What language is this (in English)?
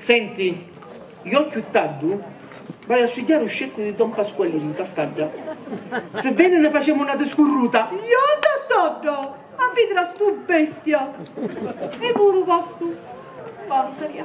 Sicilian